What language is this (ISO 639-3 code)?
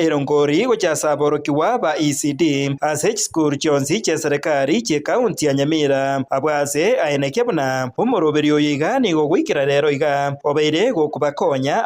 guz